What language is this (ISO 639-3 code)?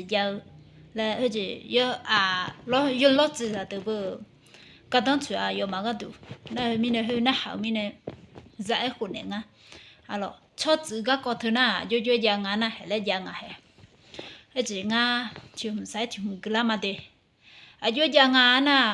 ahk